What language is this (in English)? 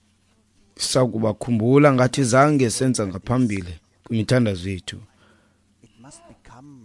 Xhosa